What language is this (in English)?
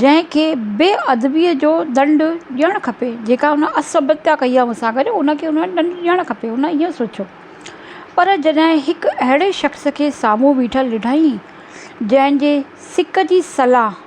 Sindhi